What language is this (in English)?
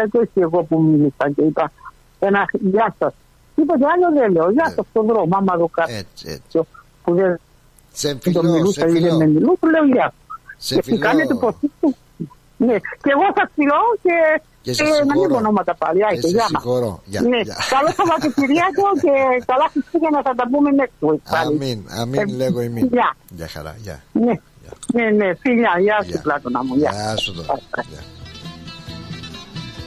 Greek